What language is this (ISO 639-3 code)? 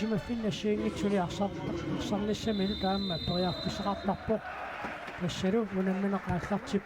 kal